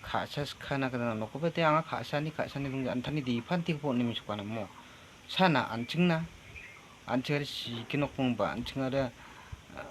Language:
Garo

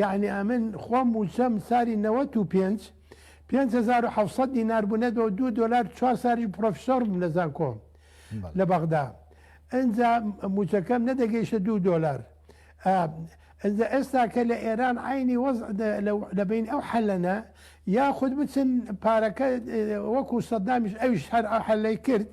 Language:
Central Kurdish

